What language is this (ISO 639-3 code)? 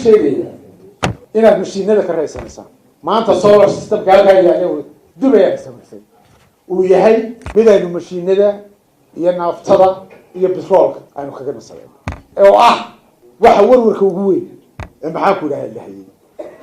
som